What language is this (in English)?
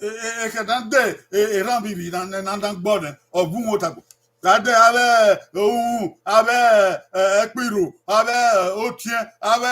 Bini